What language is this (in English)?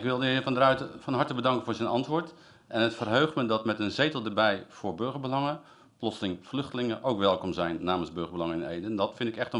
Dutch